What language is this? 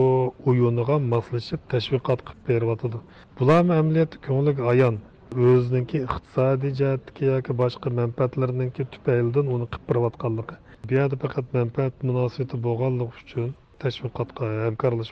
Uyghur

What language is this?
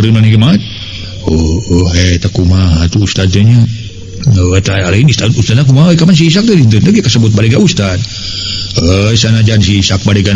Sundanese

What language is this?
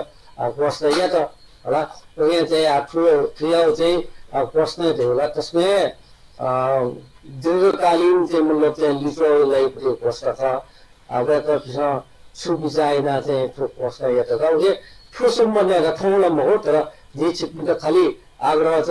Newari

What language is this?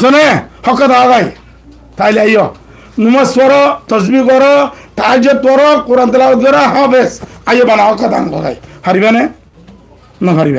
Rohingya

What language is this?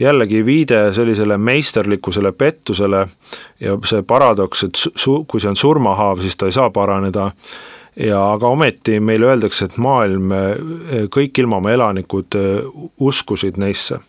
Estonian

